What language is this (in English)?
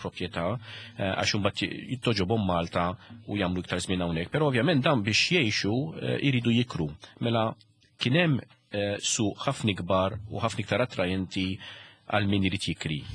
Maltese